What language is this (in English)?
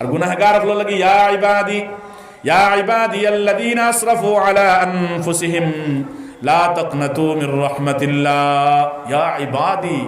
Sylheti